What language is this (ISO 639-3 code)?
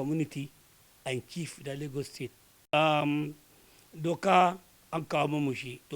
hau